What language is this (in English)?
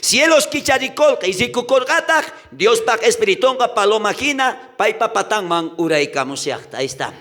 South Bolivian Quechua